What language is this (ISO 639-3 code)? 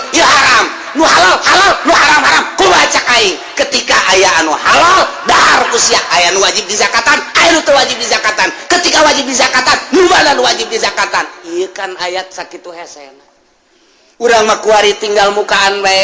sun